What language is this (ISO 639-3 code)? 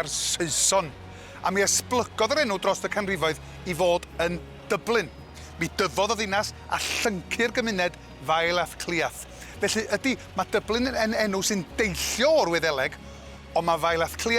cym